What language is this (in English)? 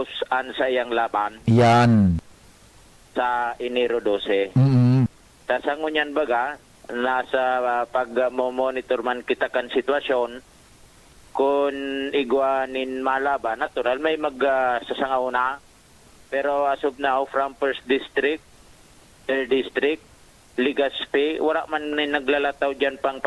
Bikol